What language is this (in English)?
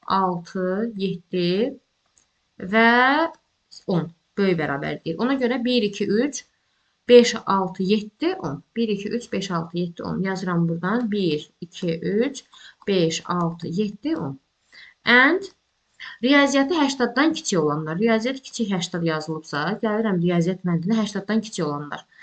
Azerbaijani